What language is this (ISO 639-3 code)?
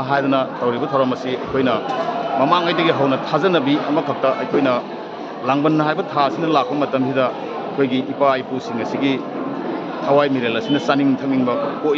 mni